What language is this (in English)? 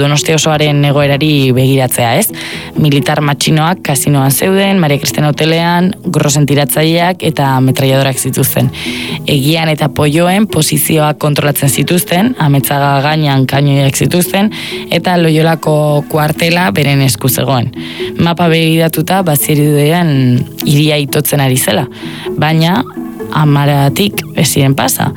Basque